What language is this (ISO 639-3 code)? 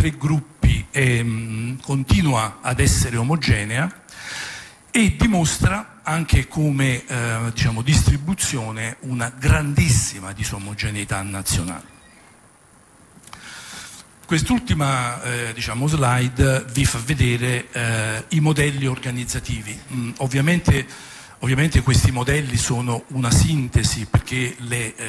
ita